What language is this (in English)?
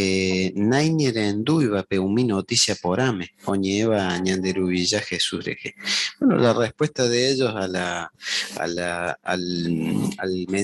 Guarani